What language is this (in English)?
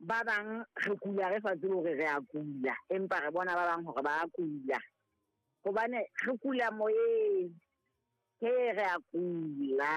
Southern Sotho